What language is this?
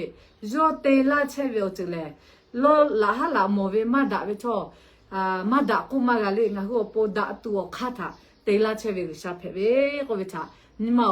Lahu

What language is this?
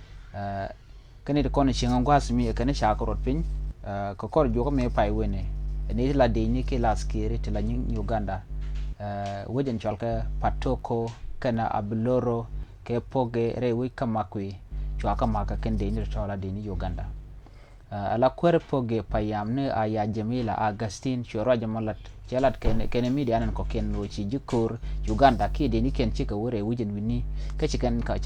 Nuer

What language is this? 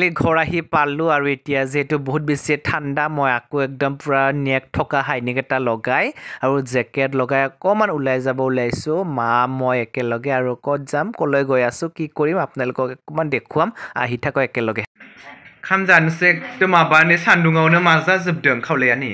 Assamese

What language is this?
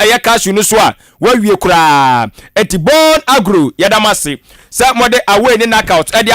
Akan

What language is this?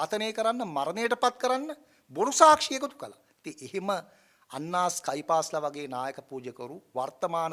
Sinhala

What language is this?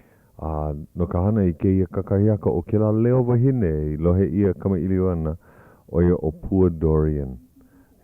Hawaiian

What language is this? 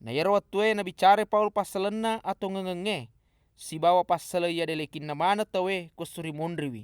Buginese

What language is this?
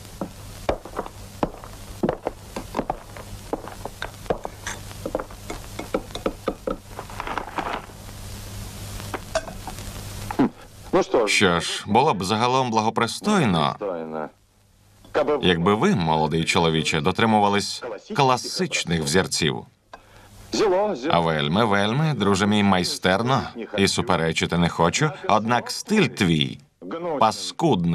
Ukrainian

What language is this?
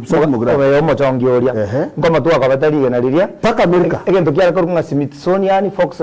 Gusii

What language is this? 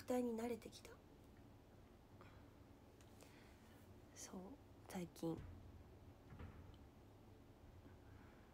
Japanese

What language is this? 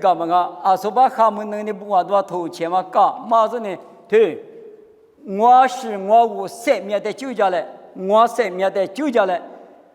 Lisu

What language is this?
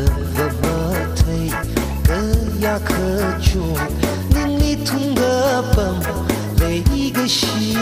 Tangkhul Naga (India)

